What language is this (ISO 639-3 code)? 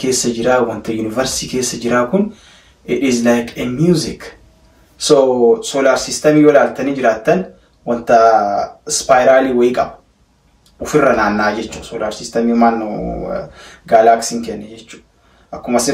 orm